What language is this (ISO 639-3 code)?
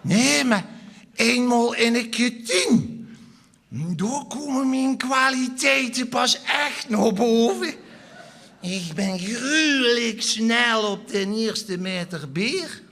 lim